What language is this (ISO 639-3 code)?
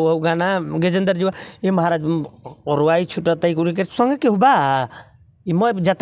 bho